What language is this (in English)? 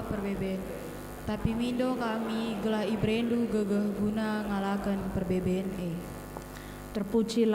Batak Karo